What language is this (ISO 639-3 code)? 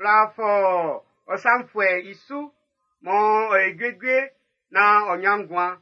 bci